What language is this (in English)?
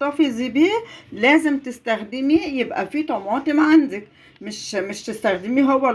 Egyptian Arabic